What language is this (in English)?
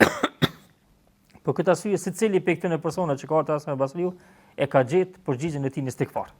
Albanian